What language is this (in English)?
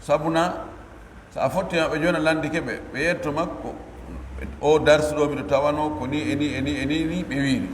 Pular